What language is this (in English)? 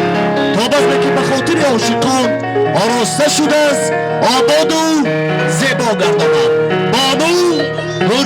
Tajik